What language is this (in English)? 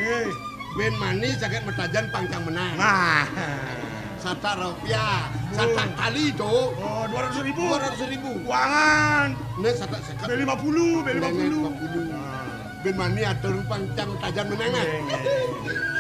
Balinese